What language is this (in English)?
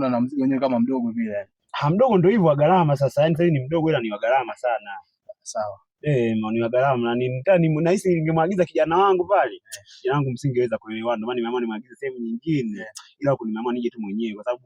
Swahili